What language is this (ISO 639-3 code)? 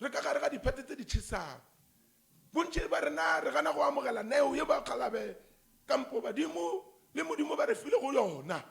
nso